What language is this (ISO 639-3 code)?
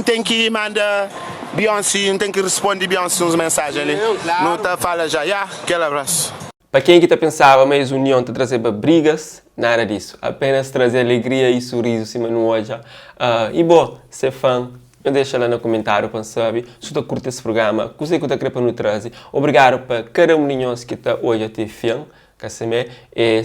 kea